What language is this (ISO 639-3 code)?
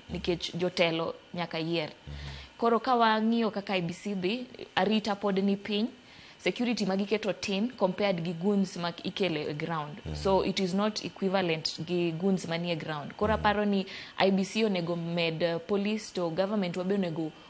luo